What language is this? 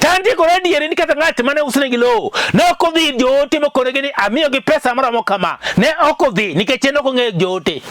Luo (Kenya and Tanzania)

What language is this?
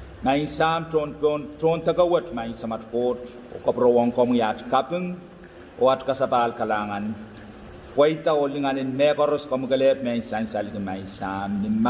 Pohnpeian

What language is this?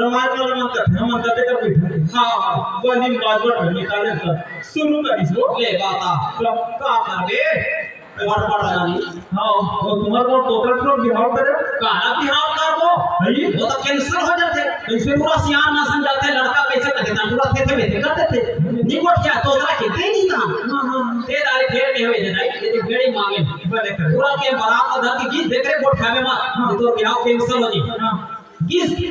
Chhattisgarhi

